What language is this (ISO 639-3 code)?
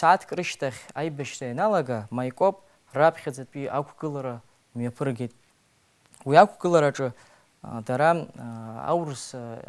abk